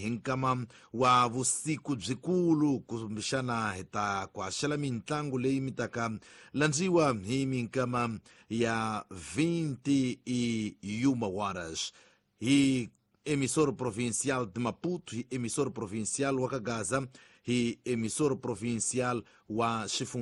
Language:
Tsonga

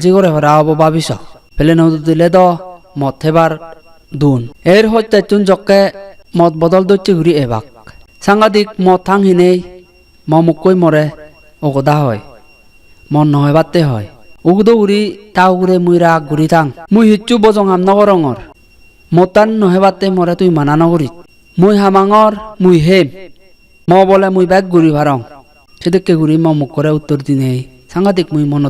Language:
Chakma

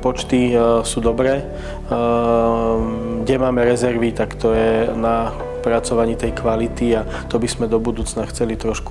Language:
Slovak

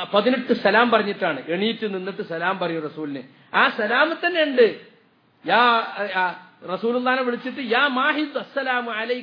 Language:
Malayalam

